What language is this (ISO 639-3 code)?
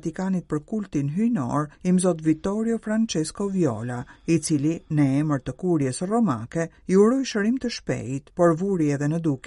sqi